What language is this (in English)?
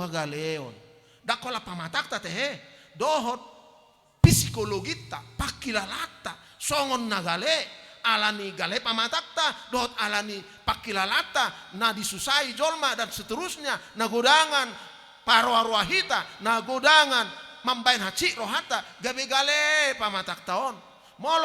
Batak Toba